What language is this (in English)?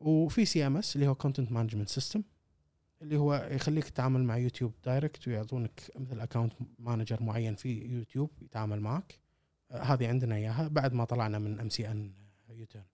Gulf Arabic